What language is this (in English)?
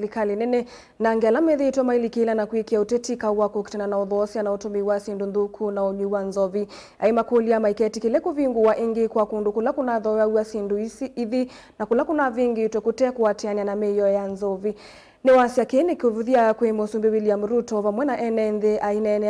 Kamba